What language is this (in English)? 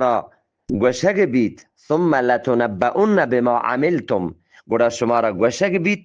Eastern Balochi